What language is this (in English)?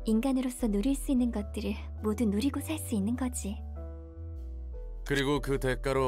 Korean